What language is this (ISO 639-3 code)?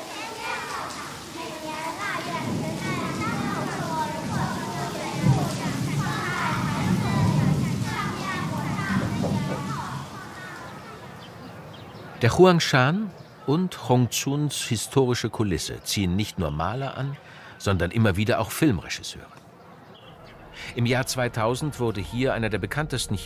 deu